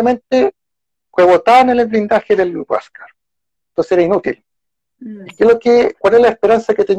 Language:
Spanish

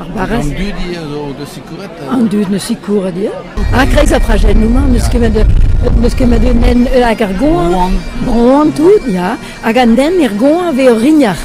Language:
Breton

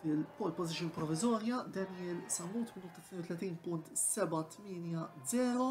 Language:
Maltese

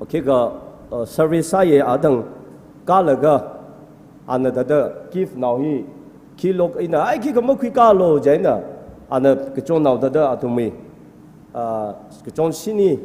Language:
Tangkhul Naga (India)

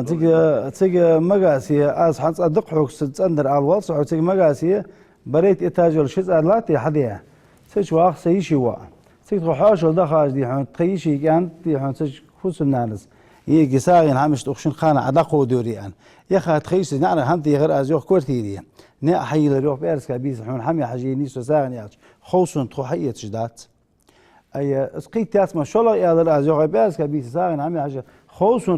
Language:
Ingush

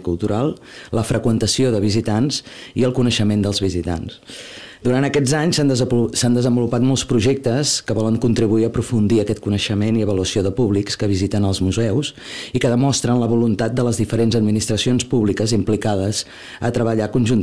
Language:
Catalan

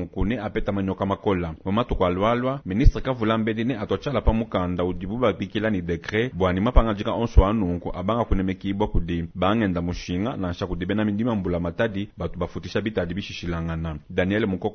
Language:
Luba-Lulua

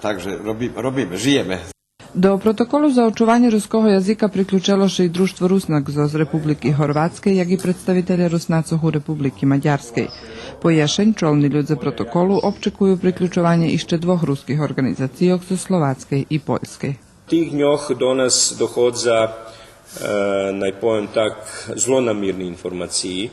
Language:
Rusyn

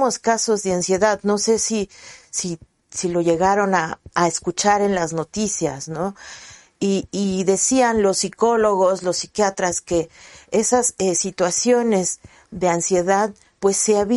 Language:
Spanish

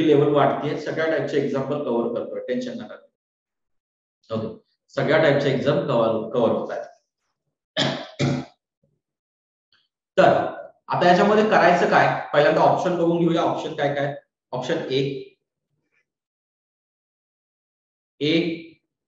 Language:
Marathi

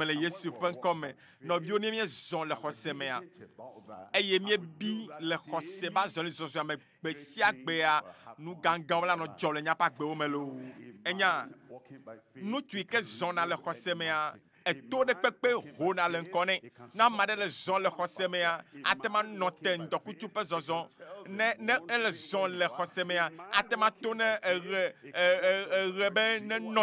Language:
Ewe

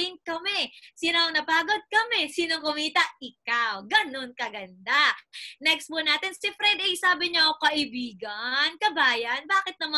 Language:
Filipino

